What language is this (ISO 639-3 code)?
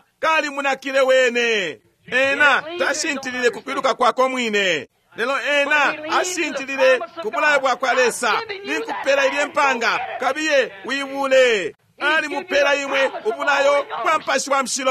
bem